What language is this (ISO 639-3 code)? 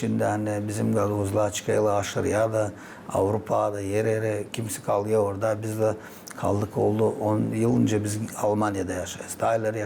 gag